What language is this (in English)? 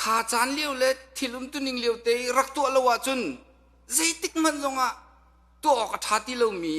Hakha Chin